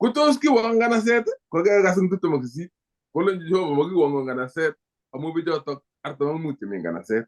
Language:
Kalenjin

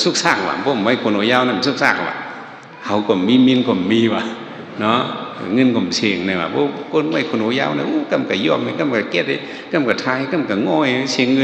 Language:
Shan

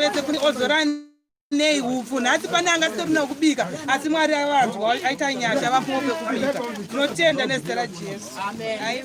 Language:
Shona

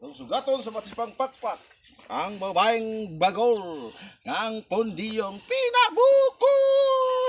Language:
Cebuano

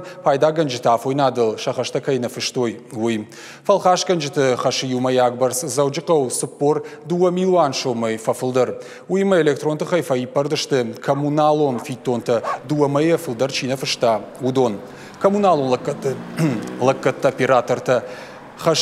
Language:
Ossetic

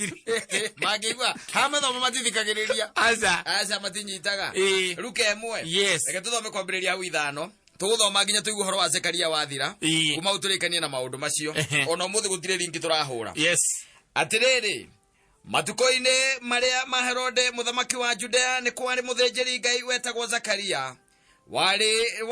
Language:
Kikuyu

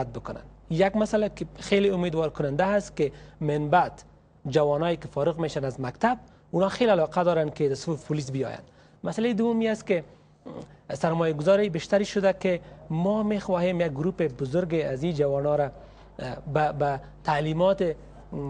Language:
Persian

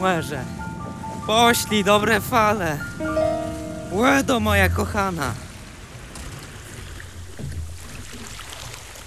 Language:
Polish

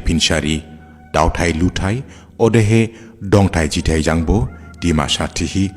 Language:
Dimasa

